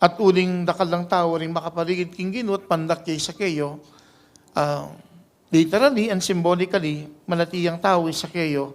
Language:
Pampanga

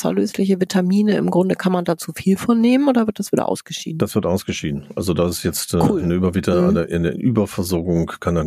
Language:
German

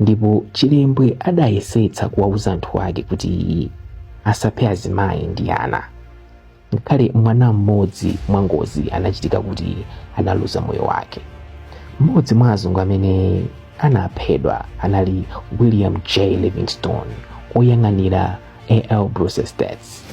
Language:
Nyanja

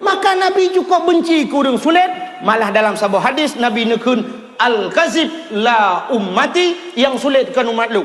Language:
Achinese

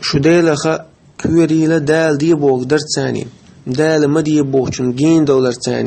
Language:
Chechen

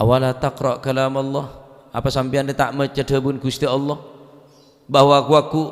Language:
Madurese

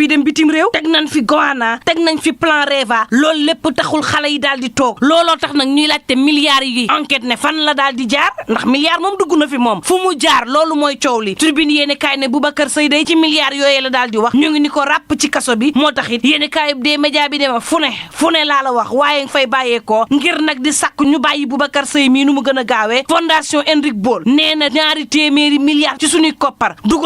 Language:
Wolof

